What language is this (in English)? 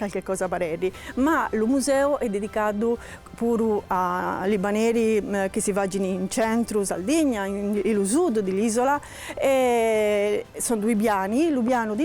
Sardinian